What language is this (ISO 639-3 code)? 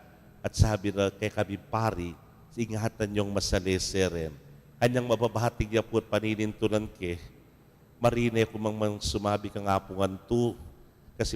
pam